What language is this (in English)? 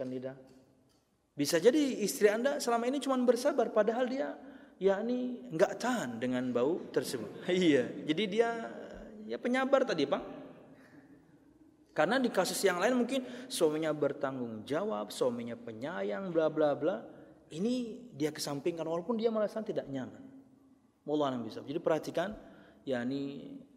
Indonesian